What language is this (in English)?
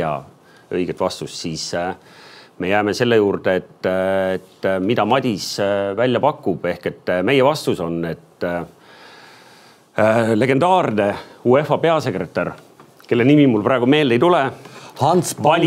Estonian